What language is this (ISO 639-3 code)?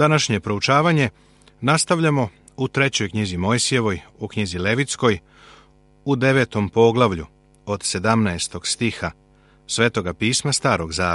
srp